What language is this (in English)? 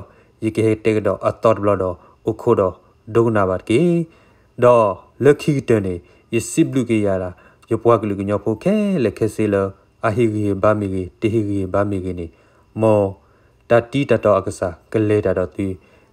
S'gaw Karen